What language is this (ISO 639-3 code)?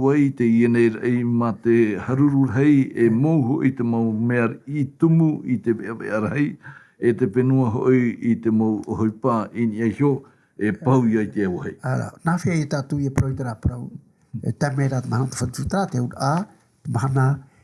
tah